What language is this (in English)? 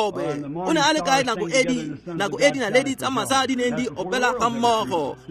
Tswana